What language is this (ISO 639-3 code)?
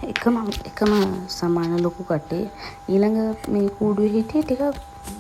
sin